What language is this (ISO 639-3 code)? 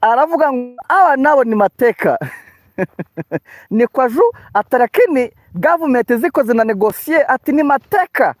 kin